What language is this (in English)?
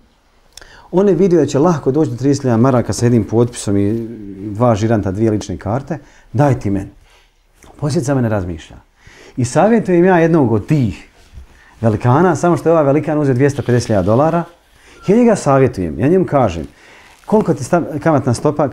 Bosnian